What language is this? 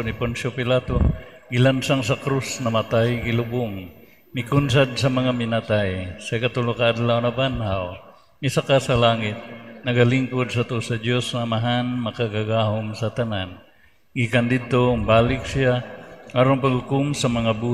Cebuano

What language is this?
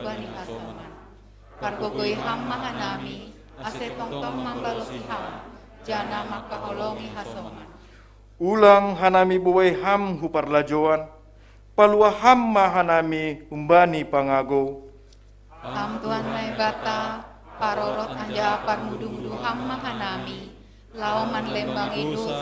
Batak Simalungun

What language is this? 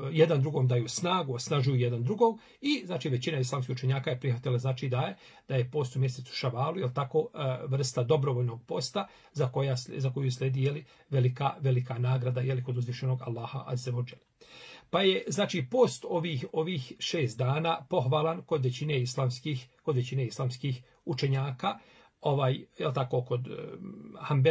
Bosnian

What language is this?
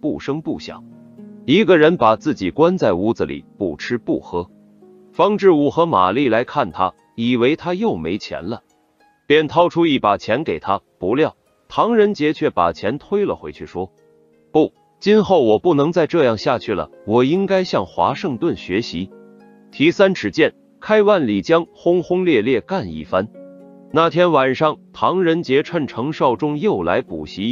Chinese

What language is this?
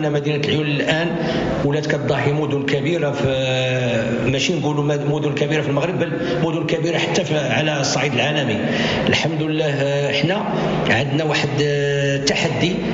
Moroccan Arabic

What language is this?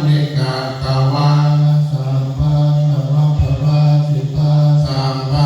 Pali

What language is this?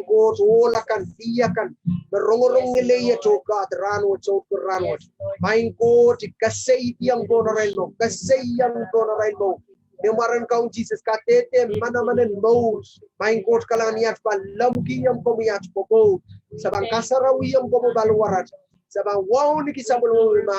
Pohnpeian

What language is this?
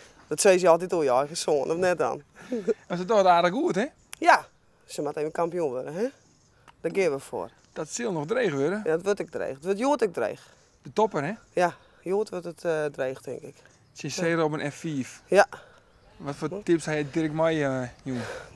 Western Frisian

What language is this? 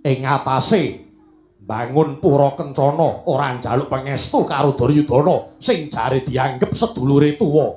Javanese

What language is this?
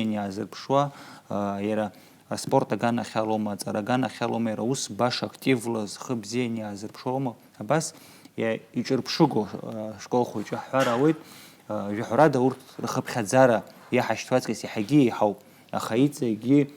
Abkhazian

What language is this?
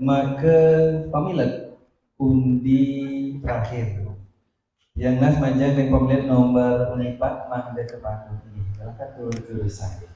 Balinese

